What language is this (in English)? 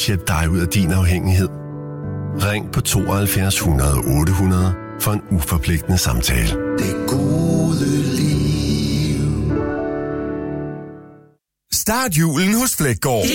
Danish